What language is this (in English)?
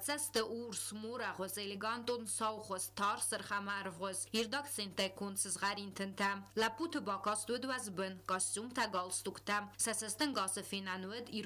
Ossetic